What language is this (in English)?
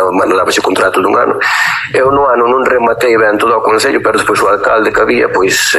Galician